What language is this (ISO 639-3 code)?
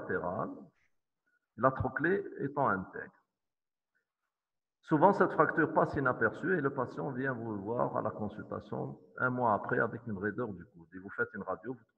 fra